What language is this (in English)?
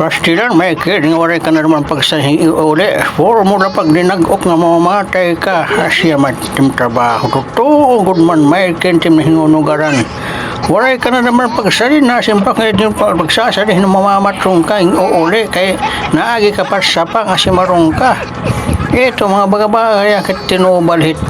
Waray